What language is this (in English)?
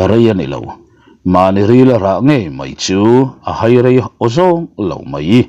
Mizo